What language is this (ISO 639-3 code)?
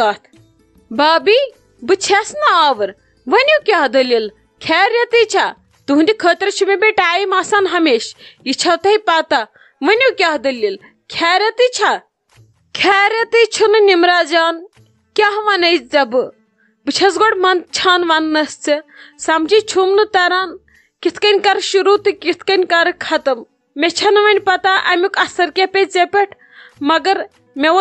kas